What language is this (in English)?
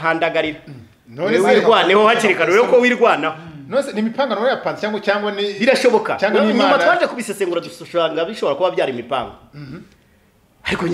Kinyarwanda